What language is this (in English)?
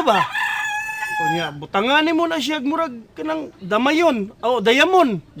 Cebuano